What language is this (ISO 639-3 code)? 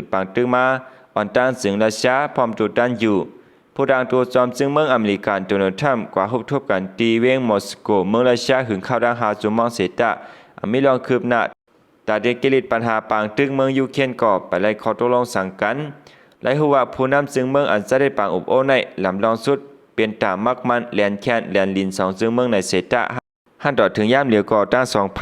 shn